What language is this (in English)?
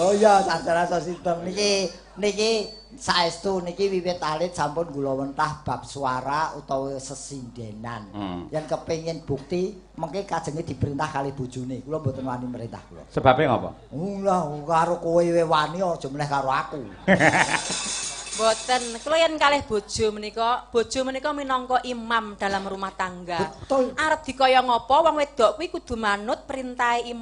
Javanese